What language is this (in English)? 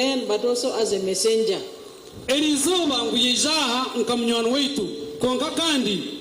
Nyankole